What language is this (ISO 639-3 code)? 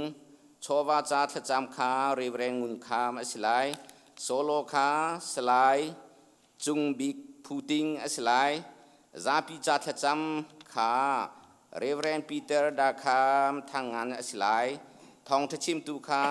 cnh